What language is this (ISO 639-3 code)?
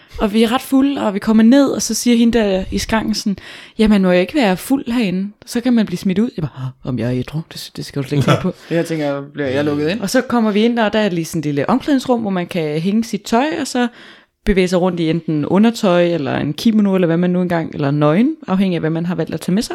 dan